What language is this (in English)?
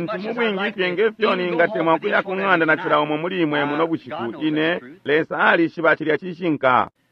Bemba